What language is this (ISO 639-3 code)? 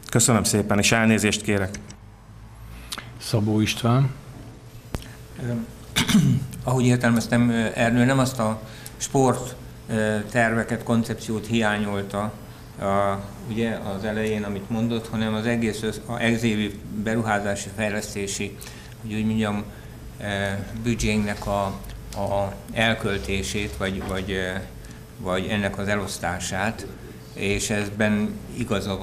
hun